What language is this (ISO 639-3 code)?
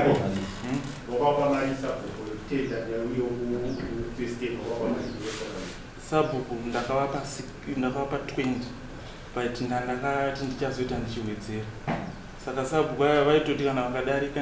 sna